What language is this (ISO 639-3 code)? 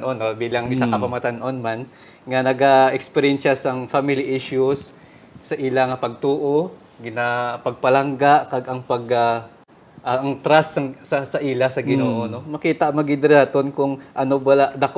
hil